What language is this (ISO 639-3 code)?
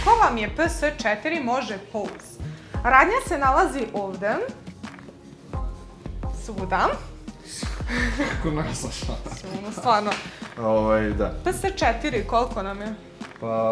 srp